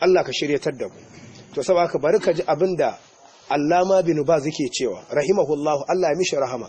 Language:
Hausa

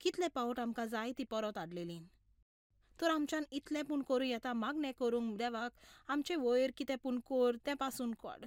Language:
Konkani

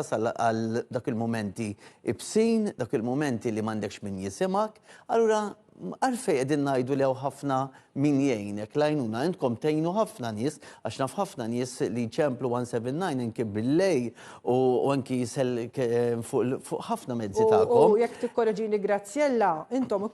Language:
Maltese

